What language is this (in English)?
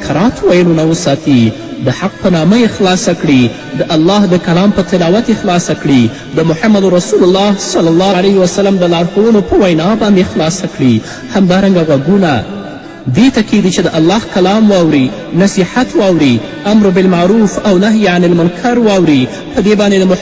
Pashto